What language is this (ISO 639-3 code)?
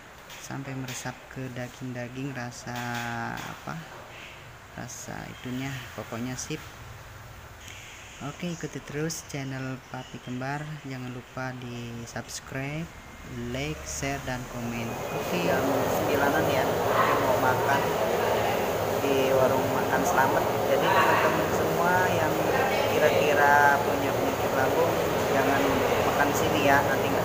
ind